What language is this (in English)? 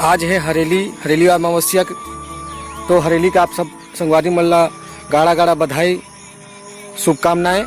Chhattisgarhi